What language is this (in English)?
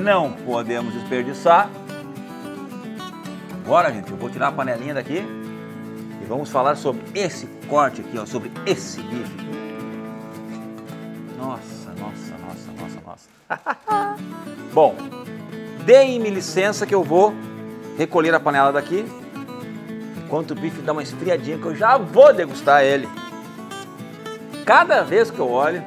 Portuguese